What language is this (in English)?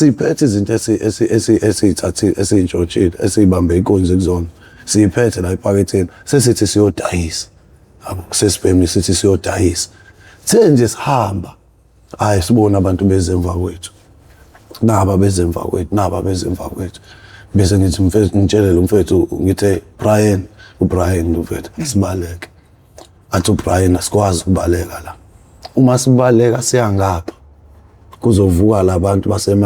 Zulu